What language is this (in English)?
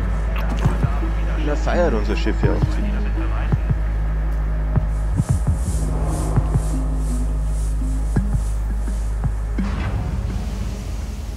German